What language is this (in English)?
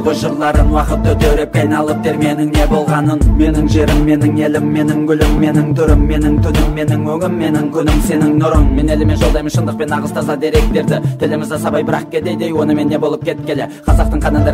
Kazakh